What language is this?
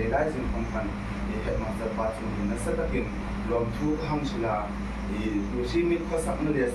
Hmar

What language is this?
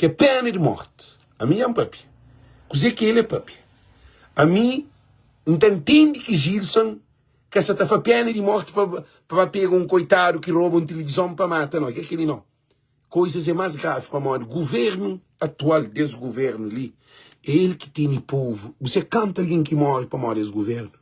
Kabuverdianu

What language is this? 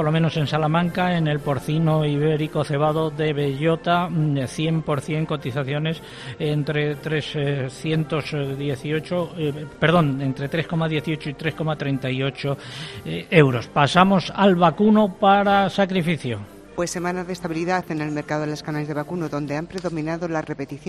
Spanish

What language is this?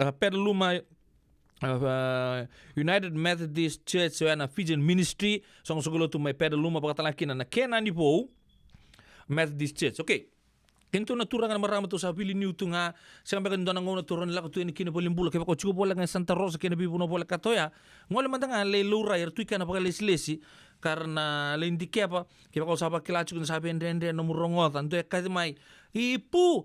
Fijian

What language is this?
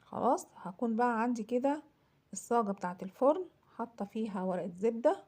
Egyptian Arabic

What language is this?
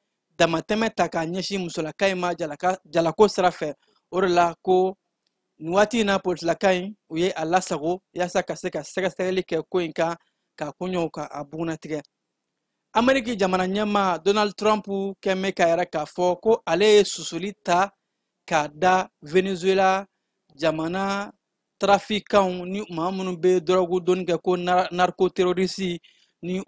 Bambara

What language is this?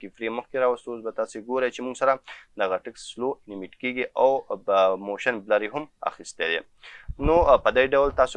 Pashto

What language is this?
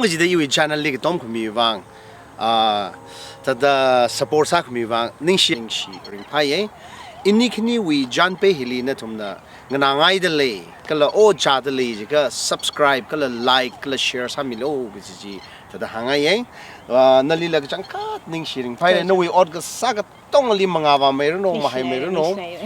Tangkhul Naga (India)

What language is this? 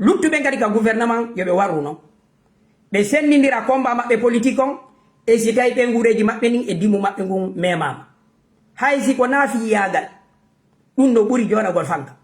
Fula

